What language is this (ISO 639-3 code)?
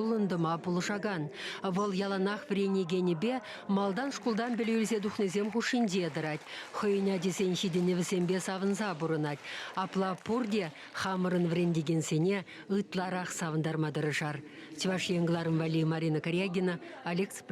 chv